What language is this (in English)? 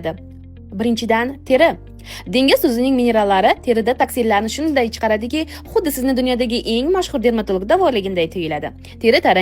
Uzbek